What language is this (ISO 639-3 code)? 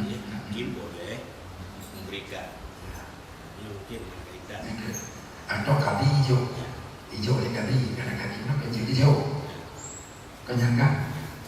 ace